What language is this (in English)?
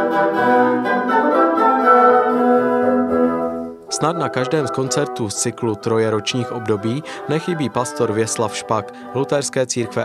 Czech